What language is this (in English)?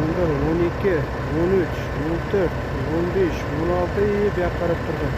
Uzbek